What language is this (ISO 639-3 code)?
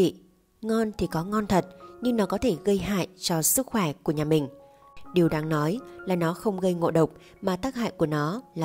vie